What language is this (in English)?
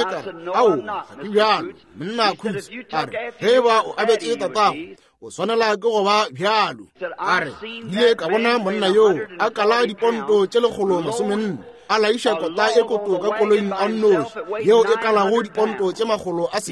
Northern Sotho